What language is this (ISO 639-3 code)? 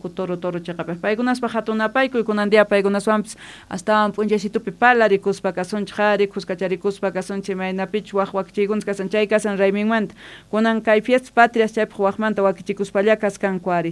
que